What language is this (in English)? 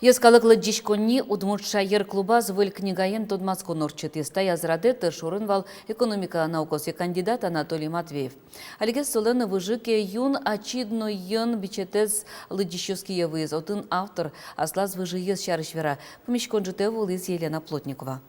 Udmurt